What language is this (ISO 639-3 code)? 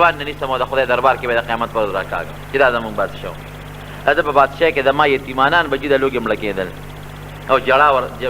pus